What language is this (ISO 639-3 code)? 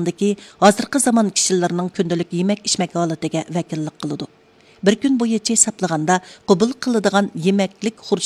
uig